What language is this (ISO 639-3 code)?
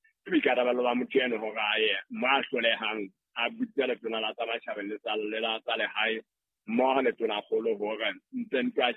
sot